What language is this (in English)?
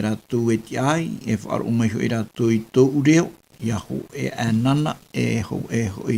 Tahitian